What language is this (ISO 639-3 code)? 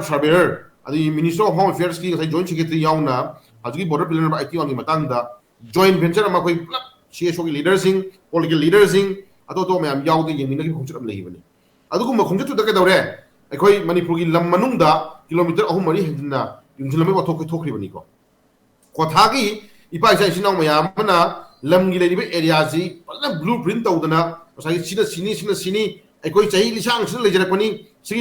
mni